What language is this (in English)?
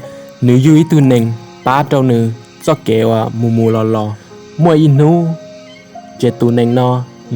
Hmong